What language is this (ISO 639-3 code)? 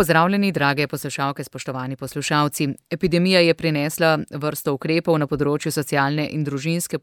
slv